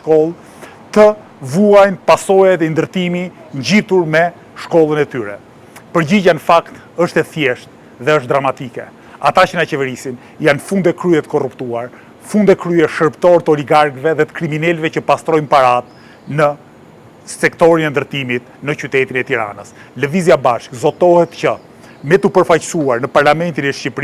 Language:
Albanian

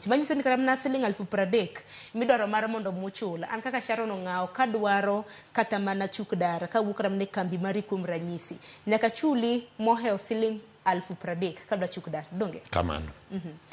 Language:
Luo (Kenya and Tanzania)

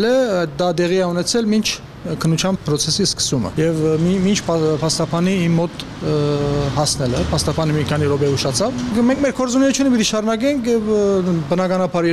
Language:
Armenian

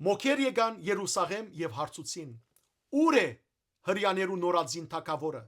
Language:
Western Armenian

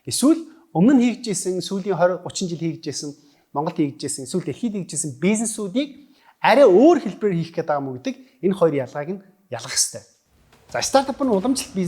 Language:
Mongolian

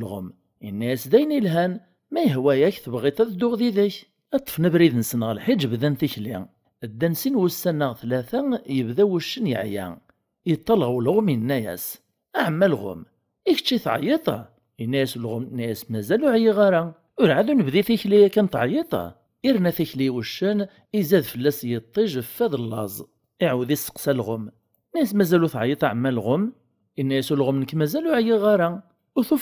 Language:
Kabyle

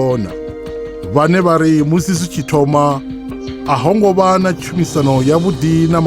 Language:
Venda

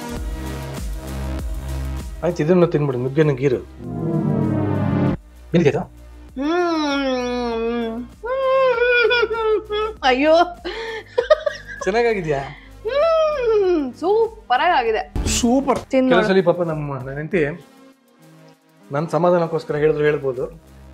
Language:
Kannada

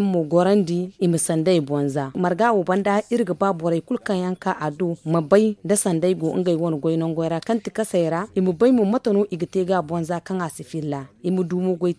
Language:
Zarma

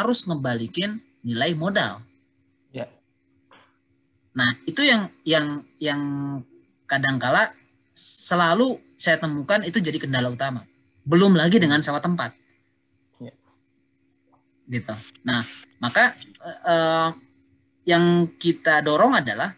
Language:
Indonesian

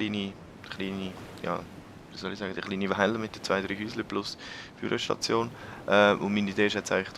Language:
Swiss German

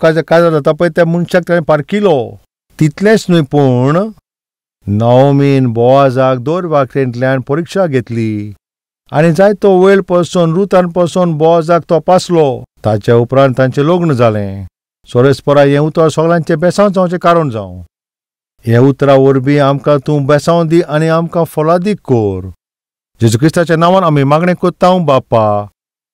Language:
Konkani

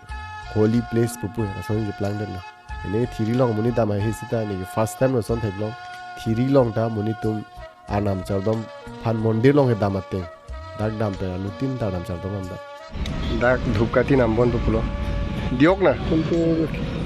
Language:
Karbi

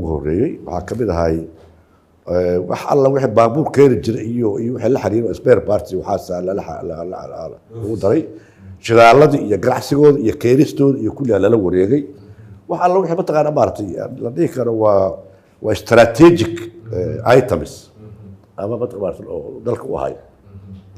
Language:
Somali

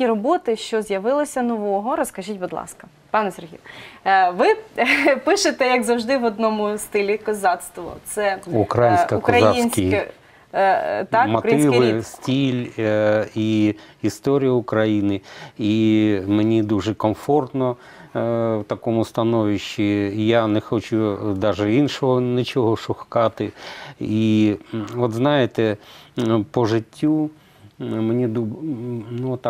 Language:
Ukrainian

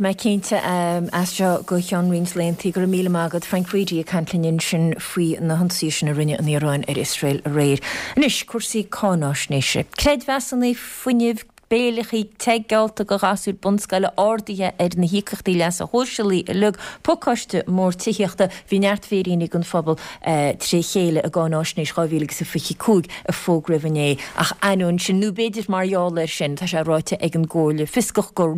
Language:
Irish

